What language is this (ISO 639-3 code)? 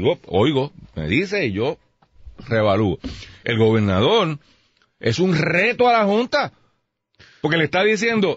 spa